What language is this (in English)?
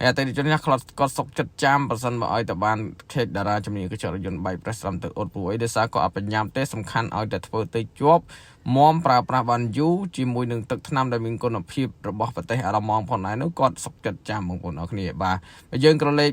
Khmer